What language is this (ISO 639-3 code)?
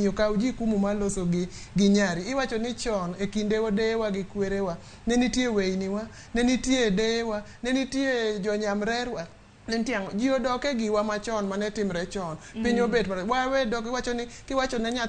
luo